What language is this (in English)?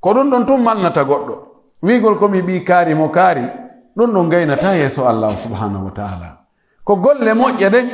Pular